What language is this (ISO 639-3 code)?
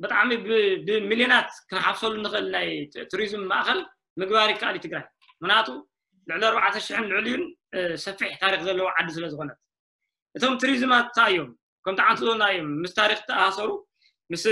tir